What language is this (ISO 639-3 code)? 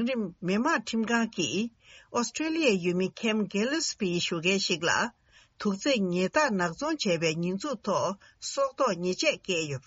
bod